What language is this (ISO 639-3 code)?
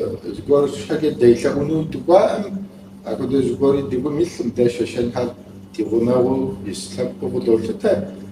kbd